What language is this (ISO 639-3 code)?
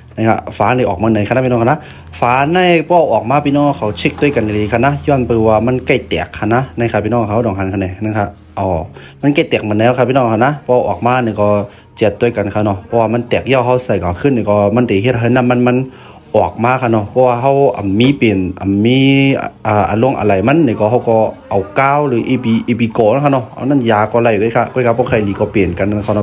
shn